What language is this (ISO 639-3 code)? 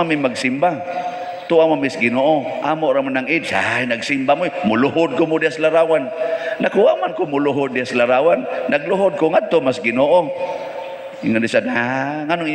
ceb